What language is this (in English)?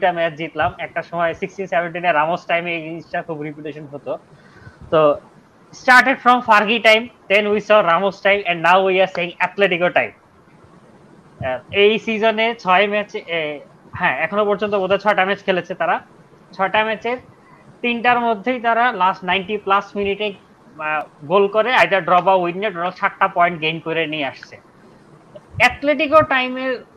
Bangla